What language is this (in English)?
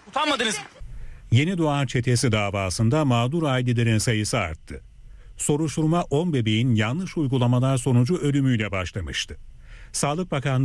Turkish